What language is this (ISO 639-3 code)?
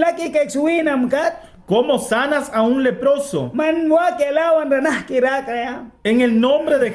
miq